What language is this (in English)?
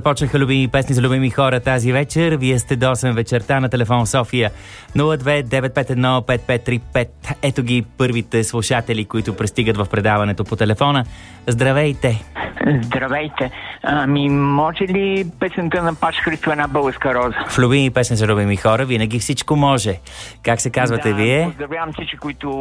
Bulgarian